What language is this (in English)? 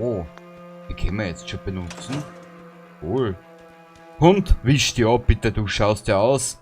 Bavarian